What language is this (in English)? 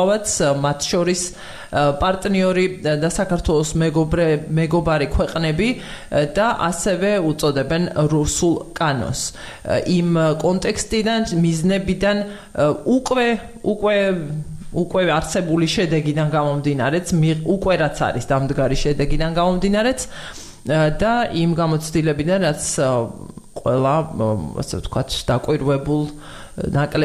Georgian